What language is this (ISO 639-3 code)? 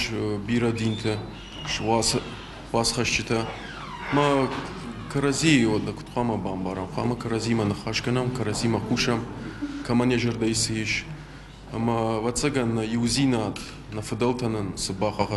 oss